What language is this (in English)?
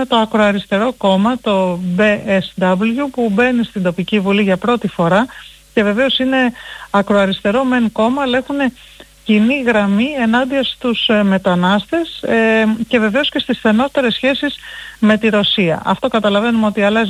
Greek